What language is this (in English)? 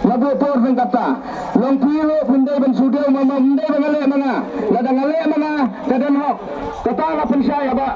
Khasi